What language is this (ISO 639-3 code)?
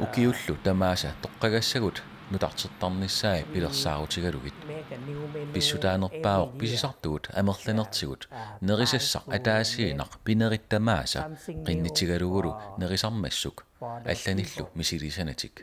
kal